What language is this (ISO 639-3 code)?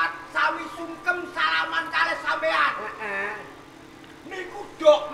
jav